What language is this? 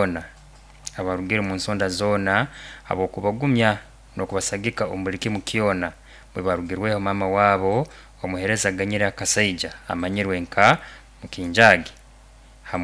Nyoro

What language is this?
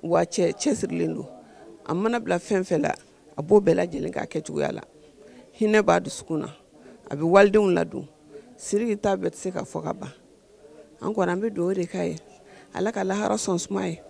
Bambara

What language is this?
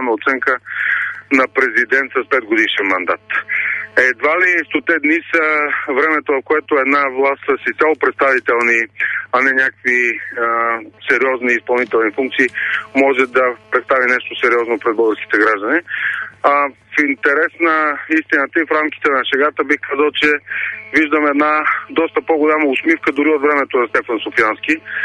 Bulgarian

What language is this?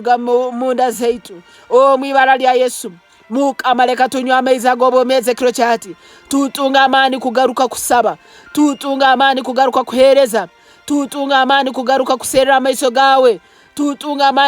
Nyankole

